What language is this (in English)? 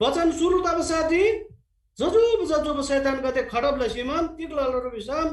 Eastern Tamang